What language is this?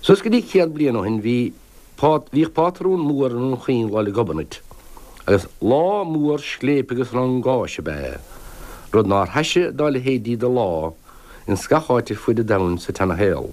Irish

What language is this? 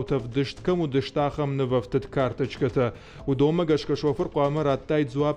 Ossetic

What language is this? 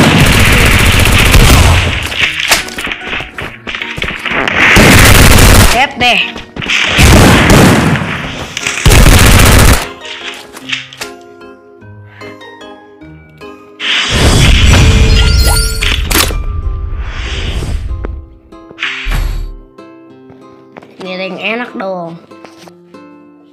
Indonesian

